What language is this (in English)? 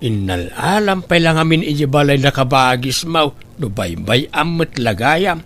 Iloko